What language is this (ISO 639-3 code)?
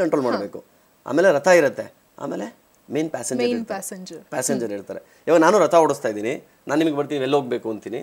kan